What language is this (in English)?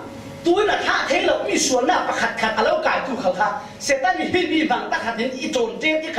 Falam Chin